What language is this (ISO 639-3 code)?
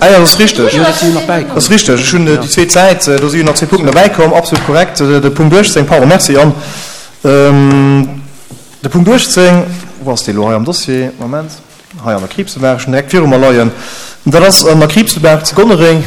ltz